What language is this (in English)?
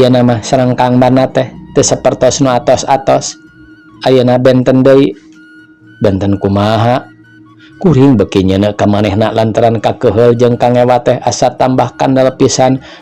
Sundanese